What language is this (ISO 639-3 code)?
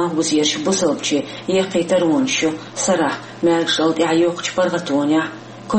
che